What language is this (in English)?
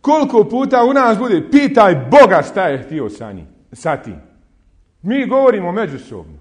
Bosnian